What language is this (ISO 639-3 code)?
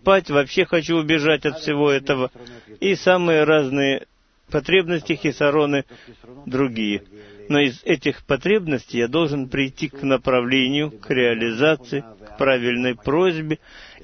rus